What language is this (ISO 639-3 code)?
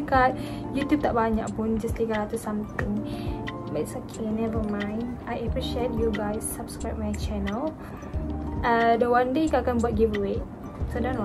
msa